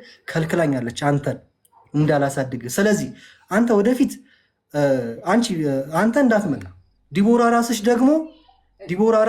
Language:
Amharic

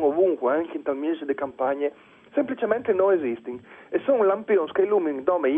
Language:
Friulian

